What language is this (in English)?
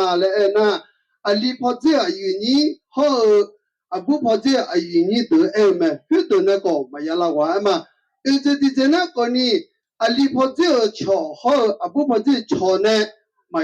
Akha